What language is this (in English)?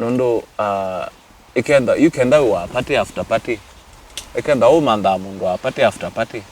Kamba